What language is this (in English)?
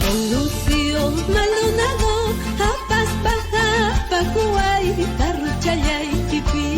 Ayacucho Quechua